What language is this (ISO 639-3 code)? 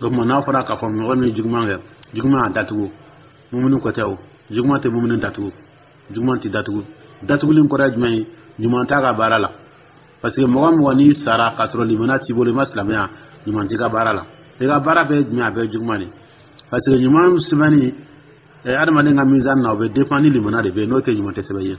dyu